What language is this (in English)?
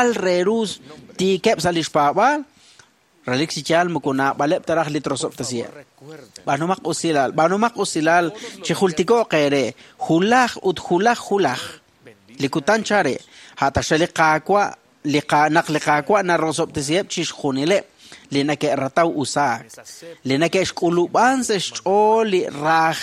Kekchí